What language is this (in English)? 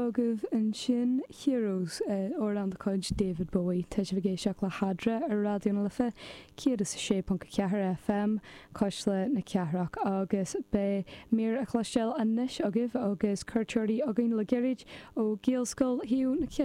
Irish